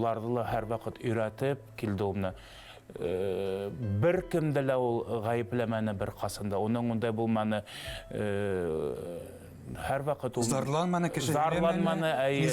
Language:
Bashkir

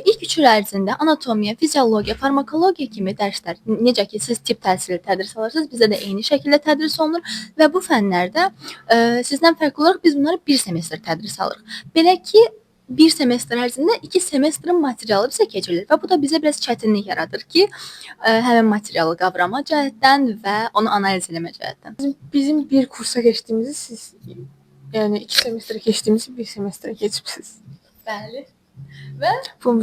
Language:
Azerbaijani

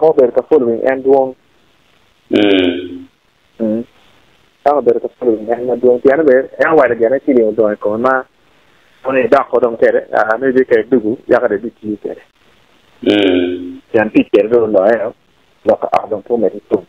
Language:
Acoli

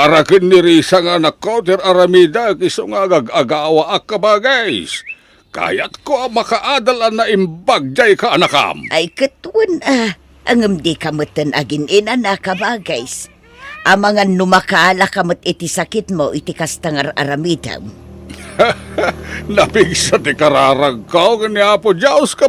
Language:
Iloko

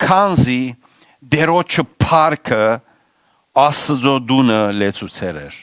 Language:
Western Armenian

